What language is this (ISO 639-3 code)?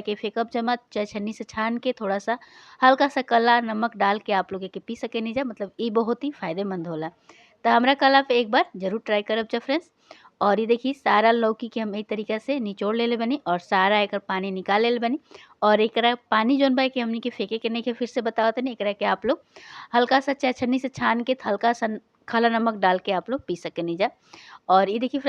bho